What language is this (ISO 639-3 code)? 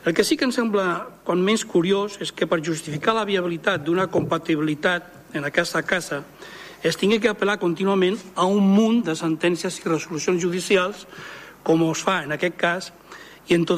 cat